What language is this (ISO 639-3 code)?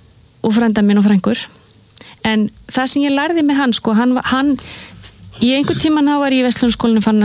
isl